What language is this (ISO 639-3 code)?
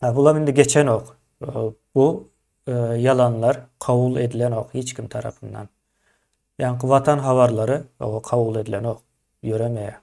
tuk